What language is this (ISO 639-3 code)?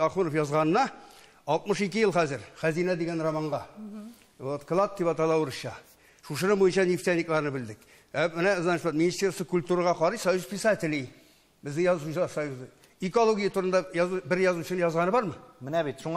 tat